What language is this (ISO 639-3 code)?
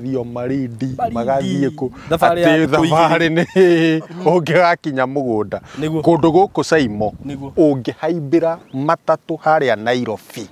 kik